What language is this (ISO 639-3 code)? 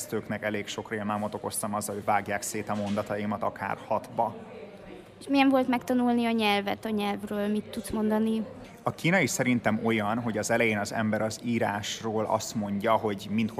hun